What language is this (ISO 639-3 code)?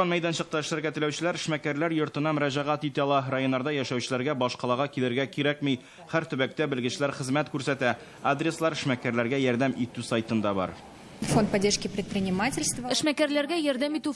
tat